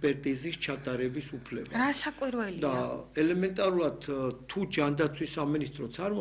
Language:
Georgian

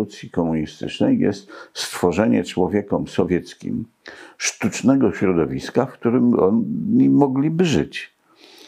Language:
Polish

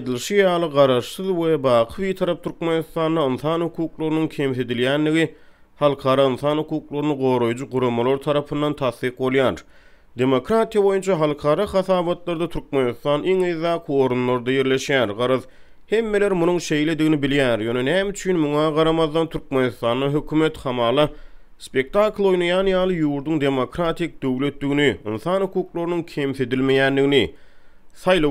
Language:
Turkmen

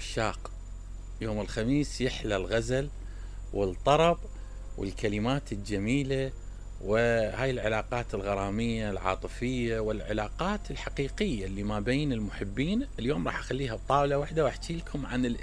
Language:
Mesopotamian Arabic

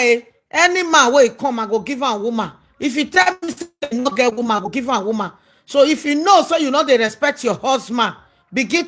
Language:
Nigerian Pidgin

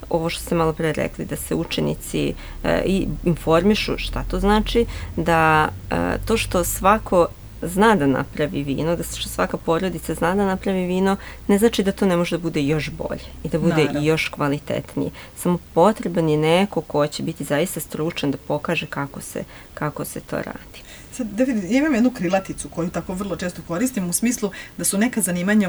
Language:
Serbian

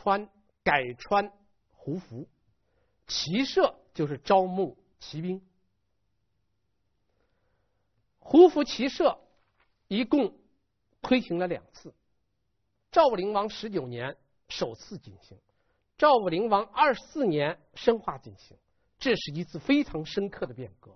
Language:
Chinese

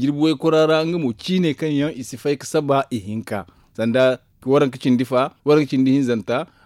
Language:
Zarma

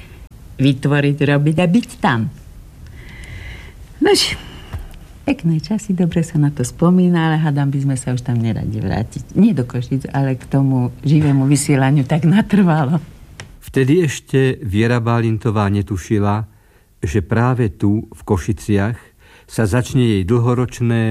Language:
Slovak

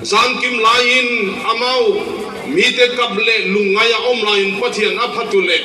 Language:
Paite Chin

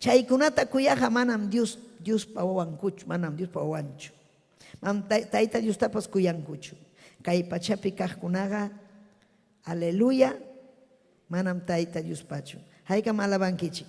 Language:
Ayacucho Quechua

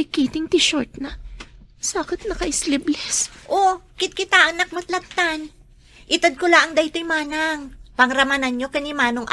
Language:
Iloko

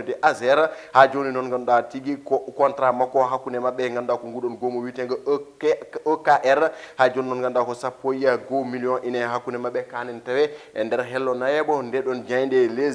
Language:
Fula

